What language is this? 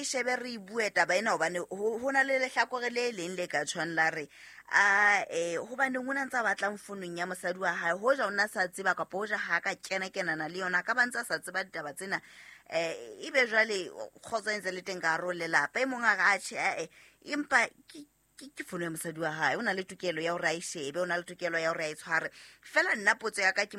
Southern Sotho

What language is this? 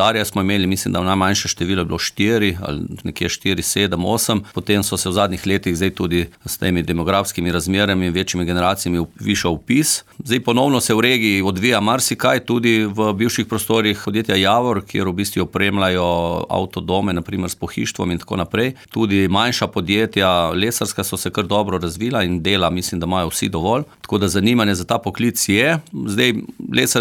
Slovenian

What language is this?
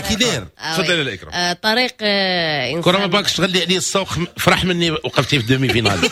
Moroccan Arabic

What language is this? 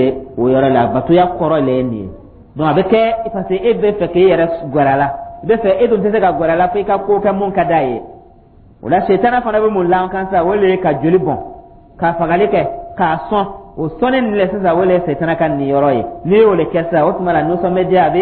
Dyula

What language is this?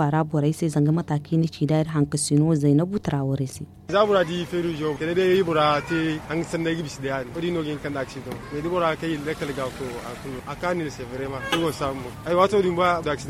Zarma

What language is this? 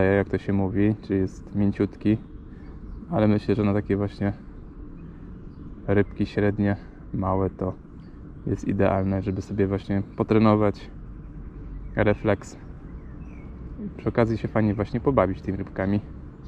Polish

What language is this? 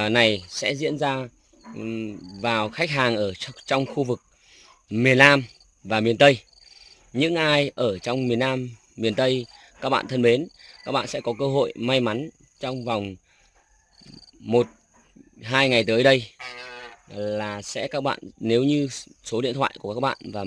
Vietnamese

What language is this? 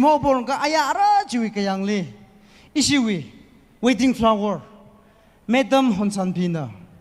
Tangkhul Naga (India)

